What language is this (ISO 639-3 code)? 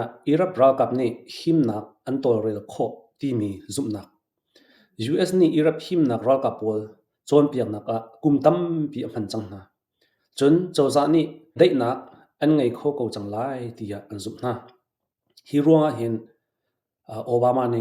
cnh